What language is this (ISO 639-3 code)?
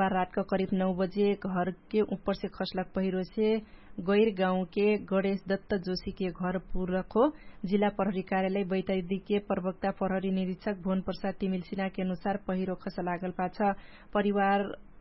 thl